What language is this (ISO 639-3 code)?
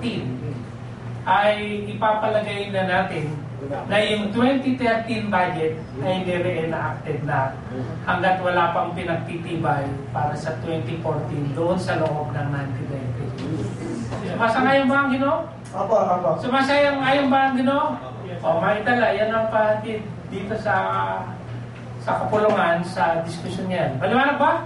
fil